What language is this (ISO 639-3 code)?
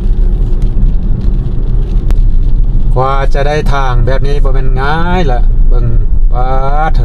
lao